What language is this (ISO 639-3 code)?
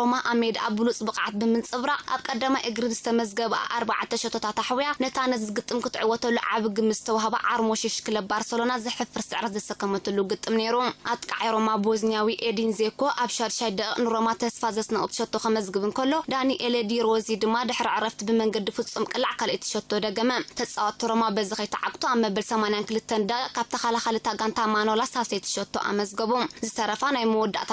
tir